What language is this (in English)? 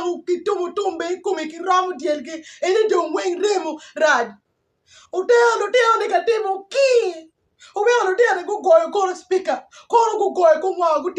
Acoli